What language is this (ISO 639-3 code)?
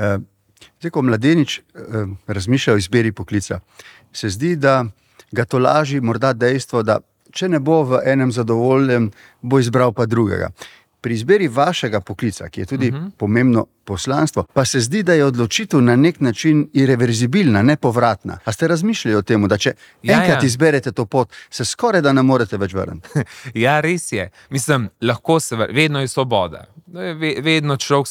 slv